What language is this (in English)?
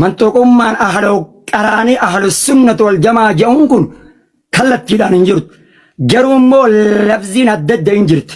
Oromo